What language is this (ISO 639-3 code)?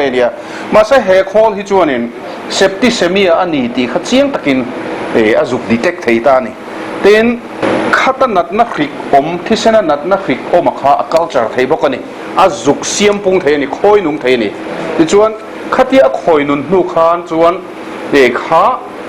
lus